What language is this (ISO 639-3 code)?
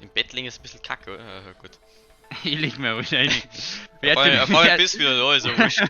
bar